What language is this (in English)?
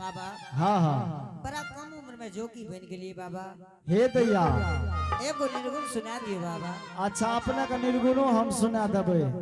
Angika